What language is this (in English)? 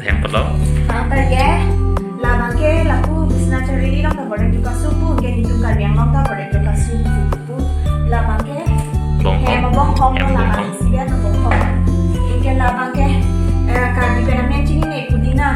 Karbi